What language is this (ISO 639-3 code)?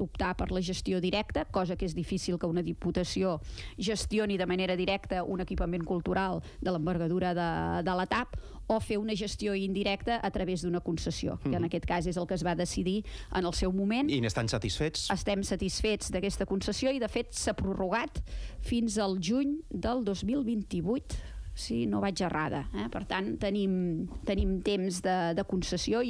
cat